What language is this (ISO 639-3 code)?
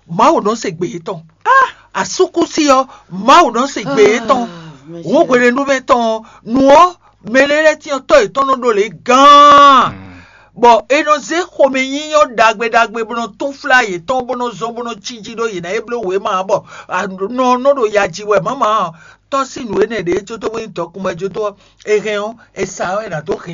fon